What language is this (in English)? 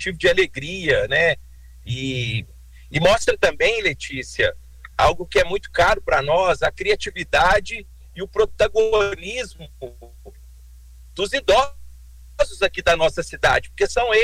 Portuguese